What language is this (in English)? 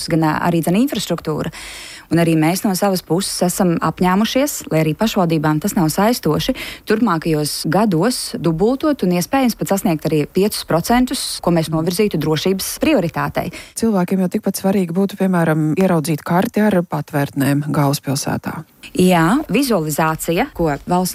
Latvian